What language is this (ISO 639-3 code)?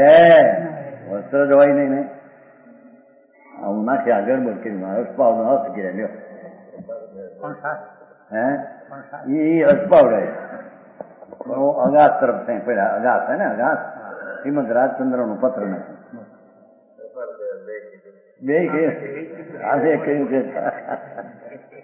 guj